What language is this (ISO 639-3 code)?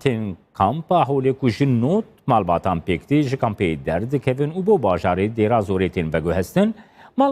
kur